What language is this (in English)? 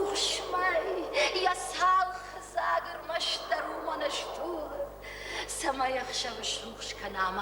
Ossetic